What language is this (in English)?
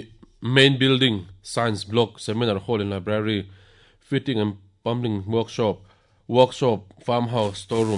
Mizo